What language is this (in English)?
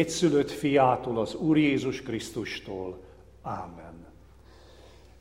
Hungarian